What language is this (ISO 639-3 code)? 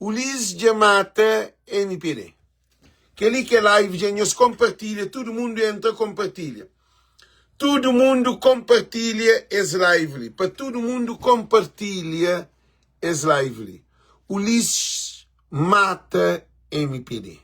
kea